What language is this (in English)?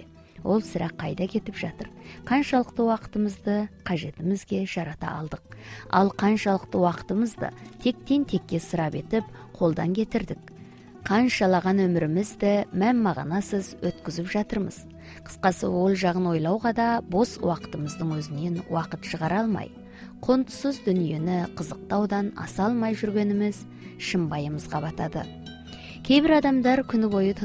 Kazakh